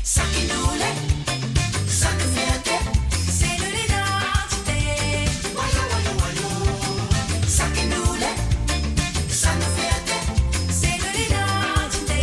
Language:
Morisyen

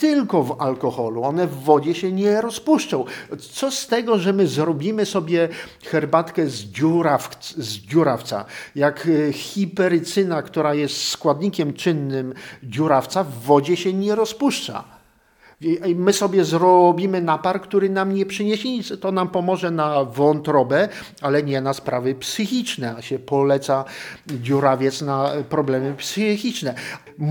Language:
Polish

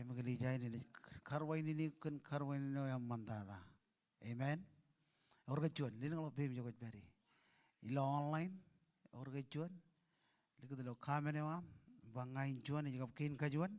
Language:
Marshallese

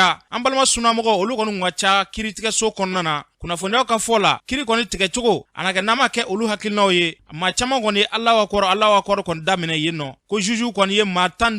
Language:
Bambara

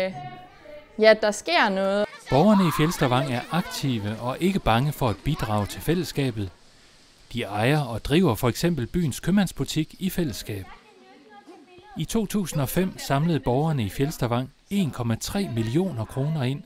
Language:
Danish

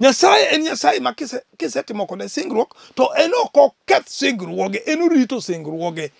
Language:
Luo (Kenya and Tanzania)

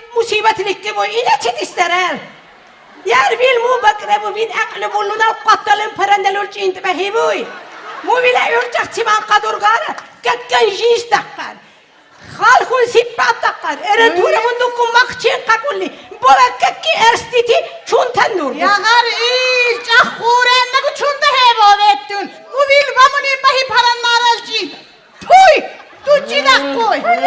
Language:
Lak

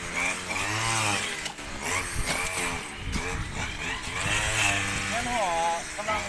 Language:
Lao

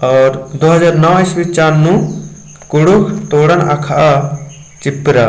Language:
Kurukh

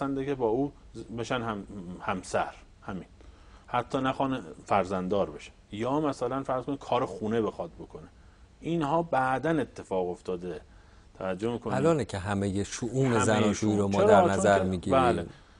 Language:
Persian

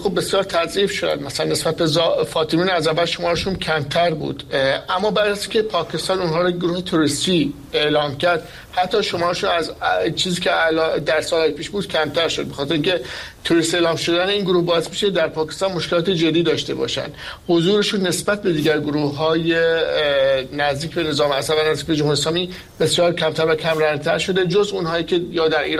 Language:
Persian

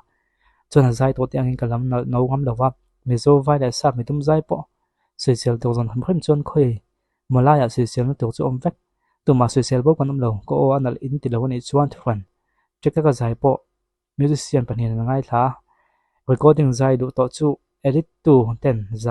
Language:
Mizo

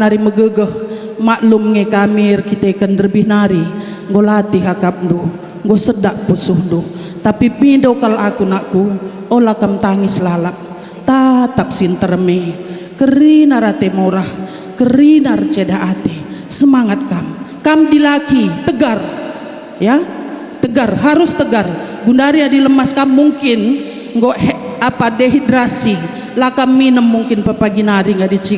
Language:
Batak Karo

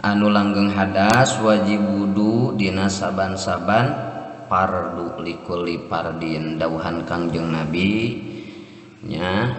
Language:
Sundanese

